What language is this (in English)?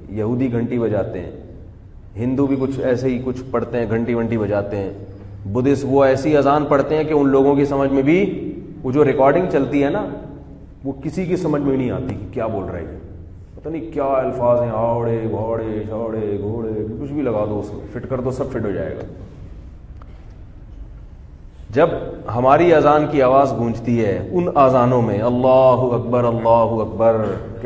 Urdu